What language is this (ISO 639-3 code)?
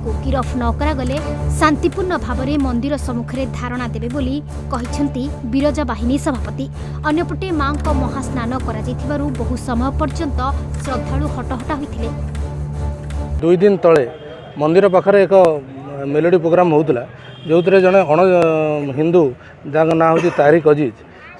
ori